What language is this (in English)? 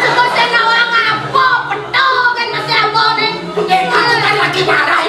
Balinese